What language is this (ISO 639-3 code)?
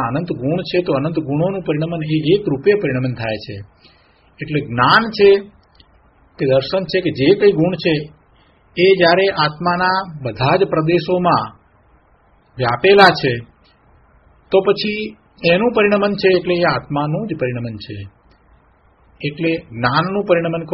guj